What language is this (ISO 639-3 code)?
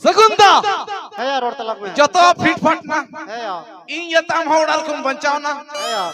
sat